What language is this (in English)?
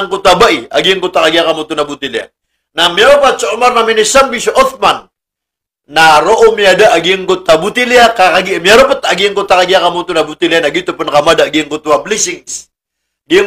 Maranao